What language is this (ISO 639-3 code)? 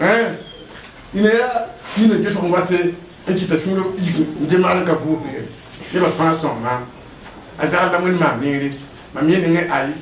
mos